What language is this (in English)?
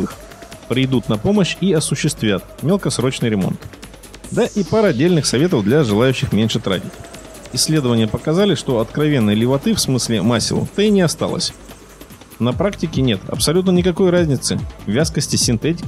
Russian